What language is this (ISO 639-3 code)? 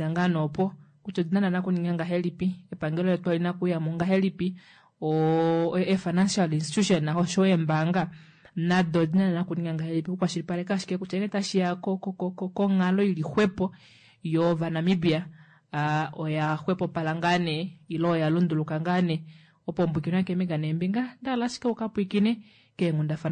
kua